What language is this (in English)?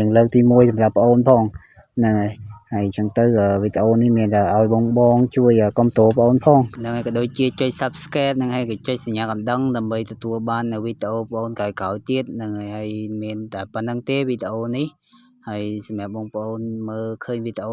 Khmer